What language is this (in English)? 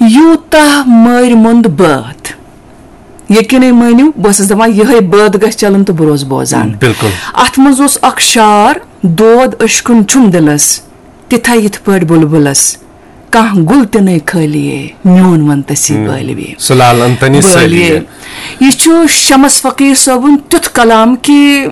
Kashmiri